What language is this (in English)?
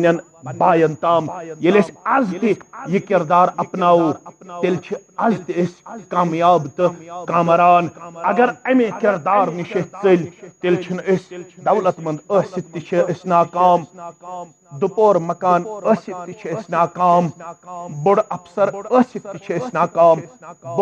Kashmiri